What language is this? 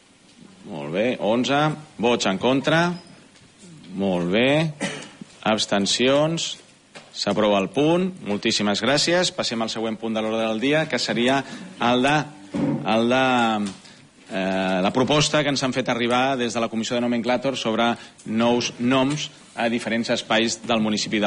Catalan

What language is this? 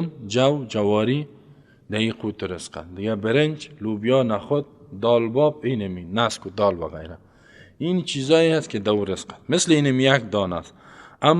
Persian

